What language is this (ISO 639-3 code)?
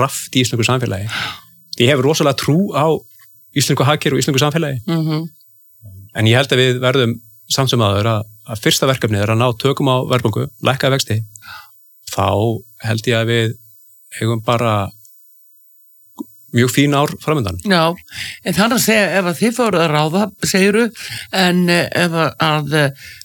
isl